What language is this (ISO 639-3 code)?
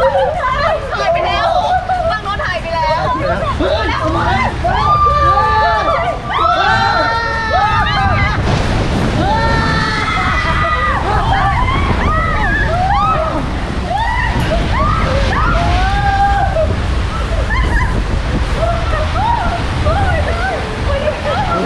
tha